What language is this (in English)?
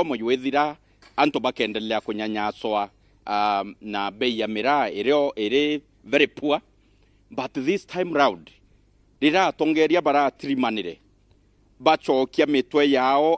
Meru